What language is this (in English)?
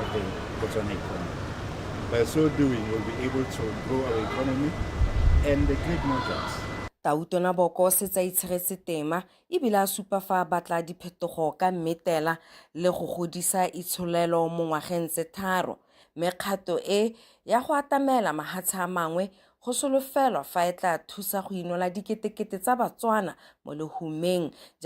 Tswana